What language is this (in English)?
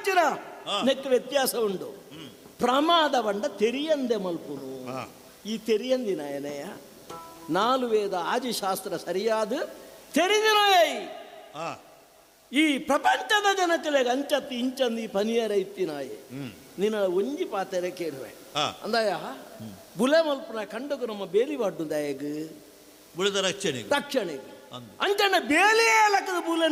Tulu